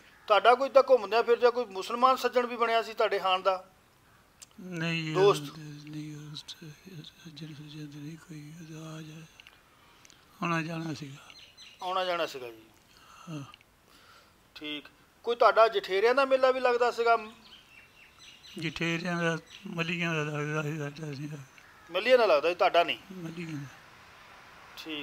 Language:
Punjabi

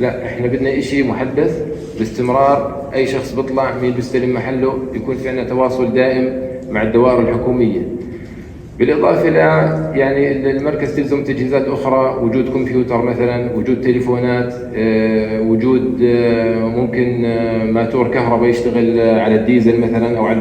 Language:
North Levantine Arabic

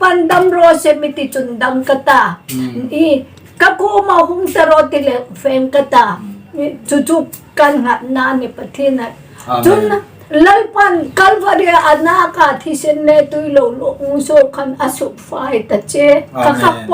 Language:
Hmar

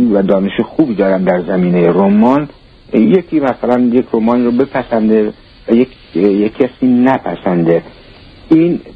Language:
Persian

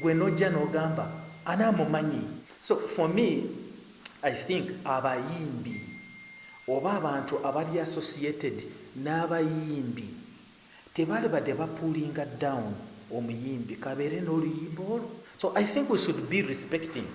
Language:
Ganda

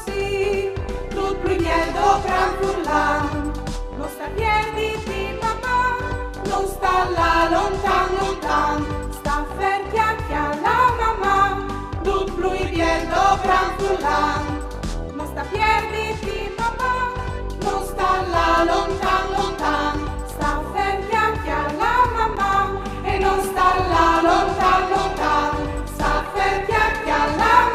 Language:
Friulian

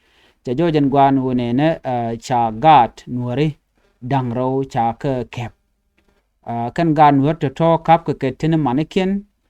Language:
Nuer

